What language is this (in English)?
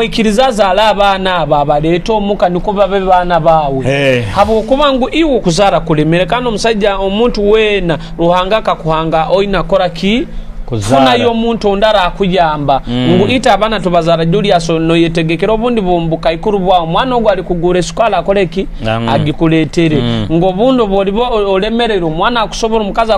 Nyoro